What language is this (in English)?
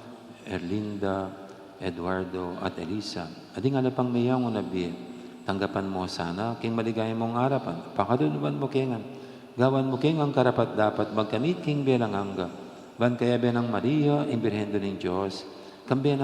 Pampanga